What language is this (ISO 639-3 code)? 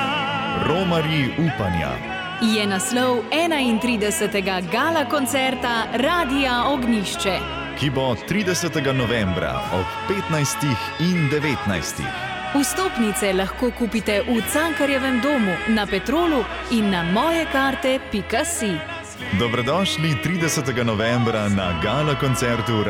slv